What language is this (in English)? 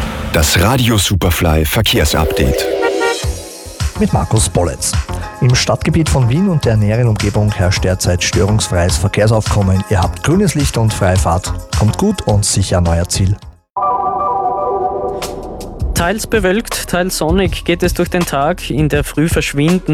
German